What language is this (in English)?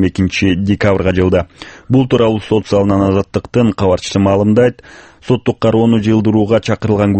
Kyrgyz